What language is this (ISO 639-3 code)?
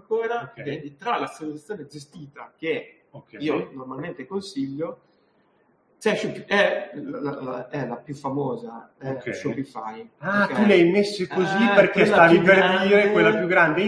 ita